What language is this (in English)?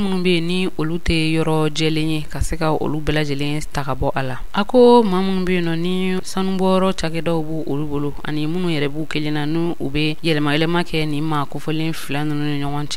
Bambara